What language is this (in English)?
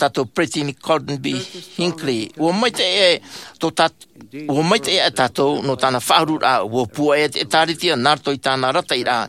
Tahitian